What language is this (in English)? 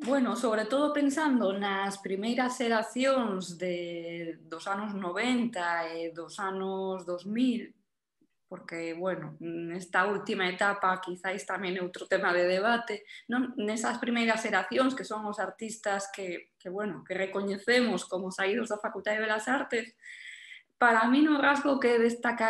Galician